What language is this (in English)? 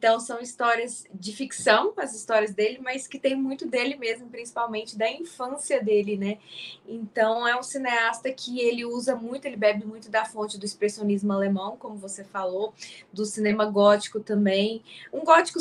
Portuguese